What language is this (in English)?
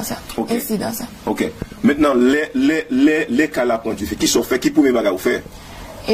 Haitian Creole